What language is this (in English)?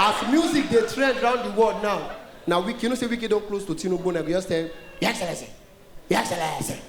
Nigerian Pidgin